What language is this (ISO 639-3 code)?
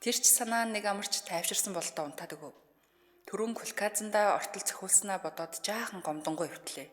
mon